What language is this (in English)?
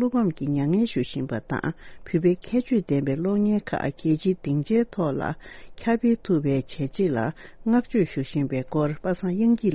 Tibetan